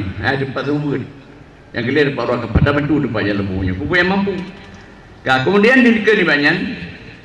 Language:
Achinese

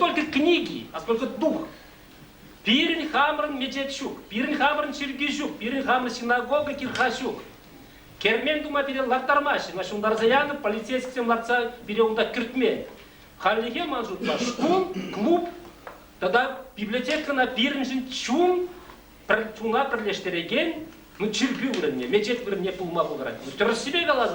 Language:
Chuvash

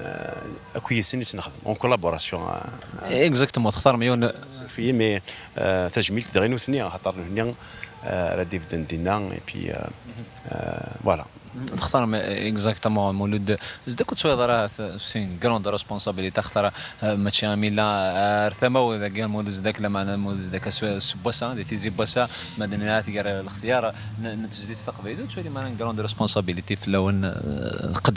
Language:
Kabyle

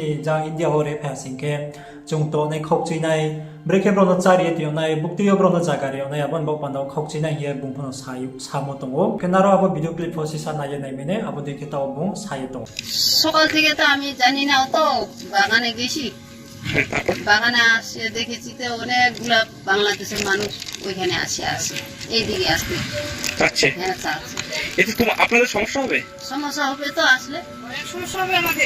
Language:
Riang (India)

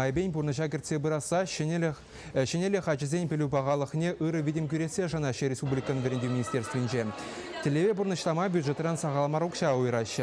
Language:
Chuvash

